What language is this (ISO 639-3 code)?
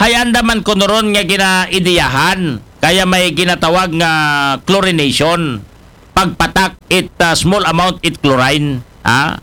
akl